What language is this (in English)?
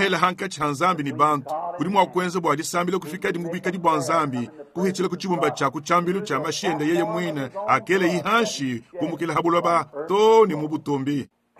Luba-Lulua